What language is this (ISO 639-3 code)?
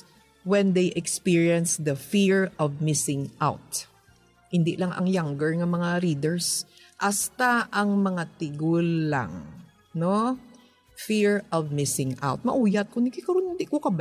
hil